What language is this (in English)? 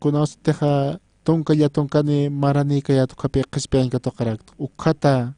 Aymara